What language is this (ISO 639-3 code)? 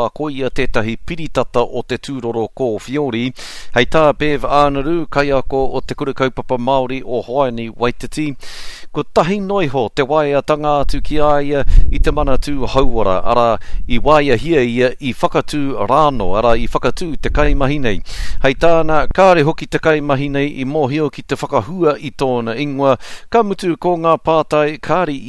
mri